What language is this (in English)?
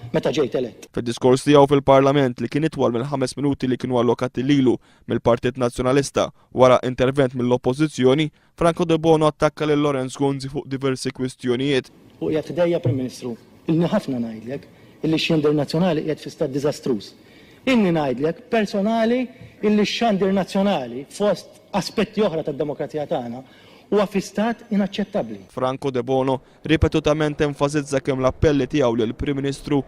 Maltese